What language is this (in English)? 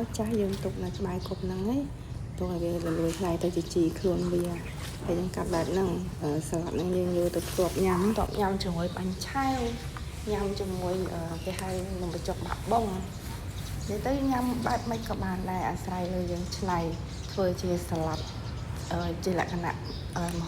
Khmer